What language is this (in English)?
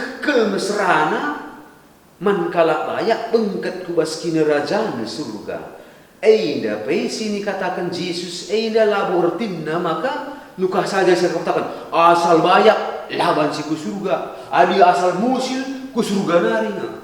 Batak Karo